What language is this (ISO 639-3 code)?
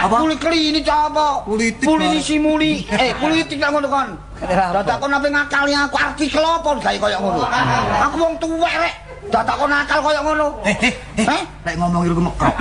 jav